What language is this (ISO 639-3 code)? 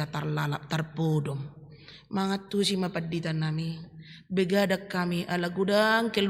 bbc